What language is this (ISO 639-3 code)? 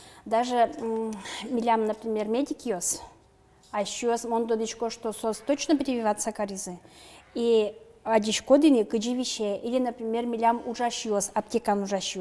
udm